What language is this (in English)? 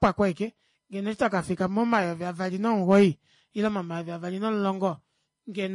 Kuanyama